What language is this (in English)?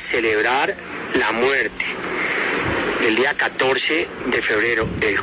Spanish